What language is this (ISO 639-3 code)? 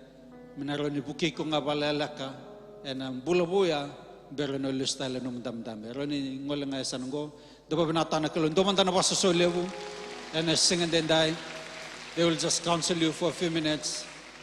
fij